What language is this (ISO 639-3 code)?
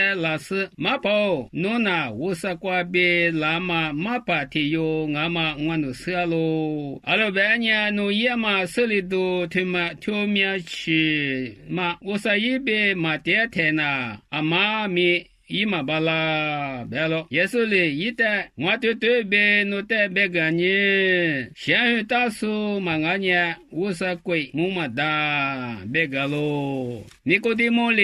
lis